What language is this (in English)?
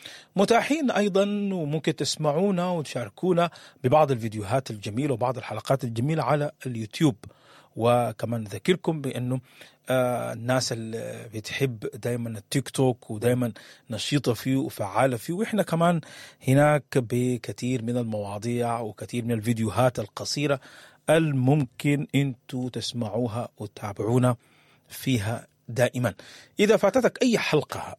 Sudanese Arabic